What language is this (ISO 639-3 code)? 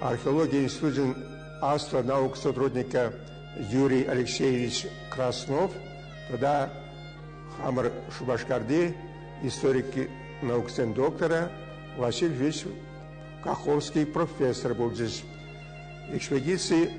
chv